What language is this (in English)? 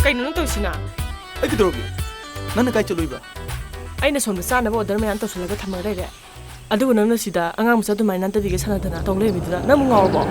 Manipuri